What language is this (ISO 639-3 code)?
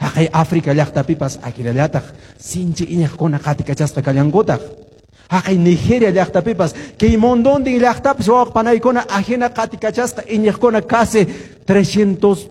que